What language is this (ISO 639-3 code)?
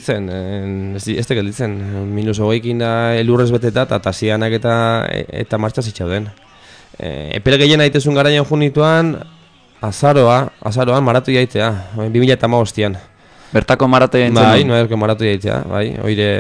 eus